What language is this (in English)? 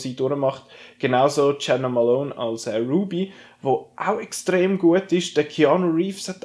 Swiss German